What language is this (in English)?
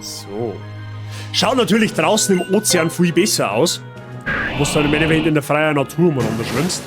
Bavarian